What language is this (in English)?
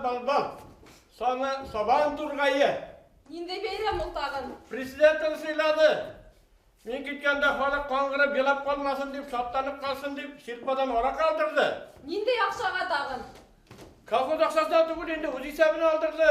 Bashkir